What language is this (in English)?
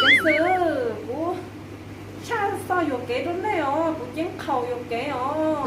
Hmong